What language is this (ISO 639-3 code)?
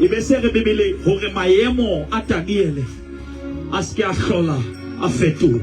sot